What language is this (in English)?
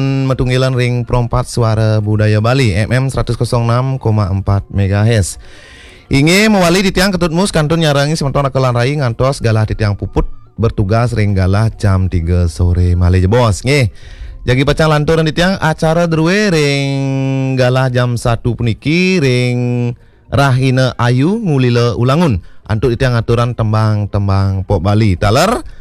Balinese